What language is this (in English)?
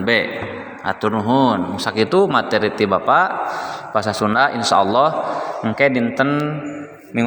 Sundanese